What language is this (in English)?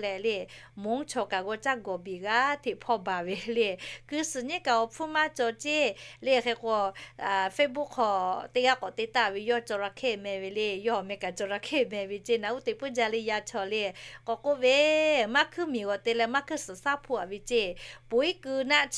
Lahu